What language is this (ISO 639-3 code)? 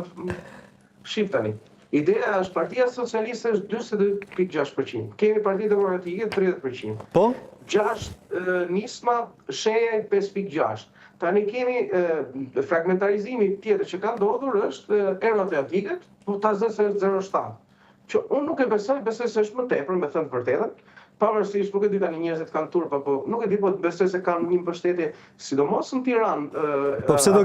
sqi